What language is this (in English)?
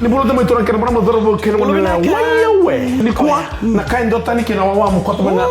Fijian